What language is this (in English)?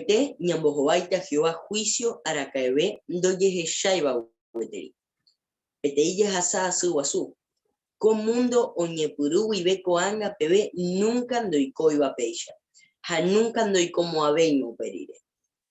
Guarani